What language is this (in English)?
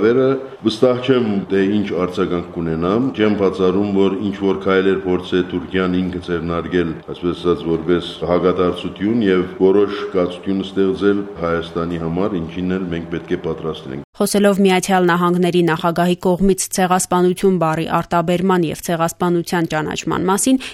Armenian